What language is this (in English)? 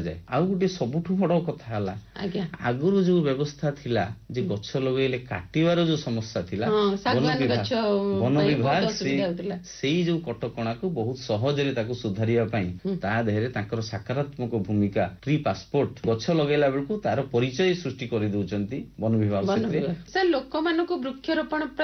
Odia